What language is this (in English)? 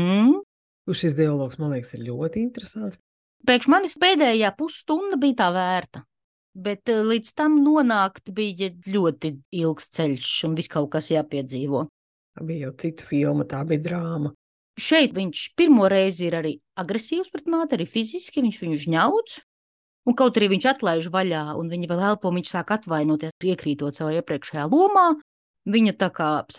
Latvian